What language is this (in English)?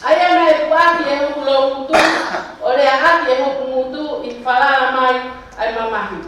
Tongan